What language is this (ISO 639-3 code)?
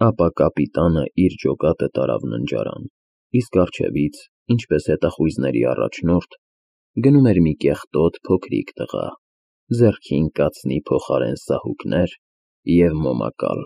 hye